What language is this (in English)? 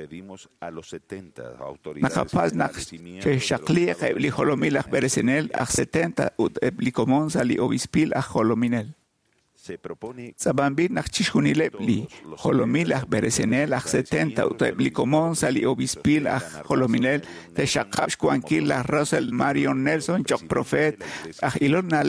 Kekchí